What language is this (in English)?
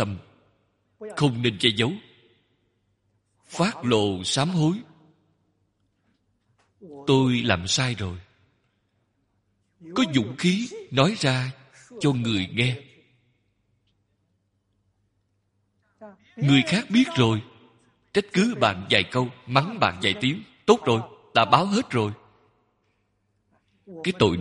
Vietnamese